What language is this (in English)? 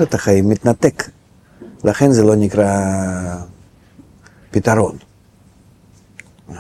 Hebrew